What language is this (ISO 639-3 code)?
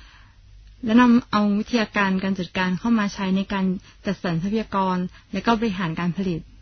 tha